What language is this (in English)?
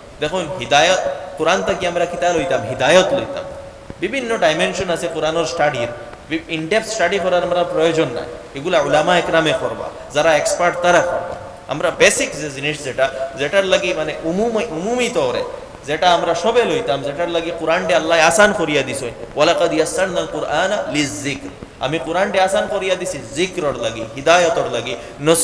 Sylheti